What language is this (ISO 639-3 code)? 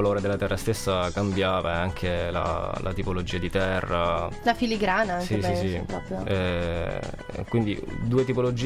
ita